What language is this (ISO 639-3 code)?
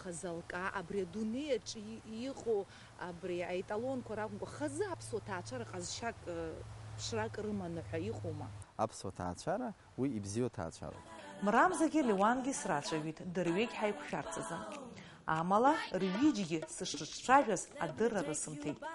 abk